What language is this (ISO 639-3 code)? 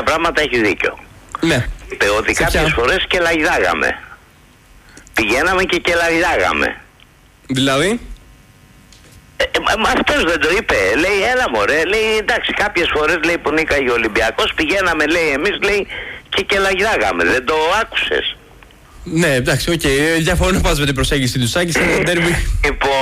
ell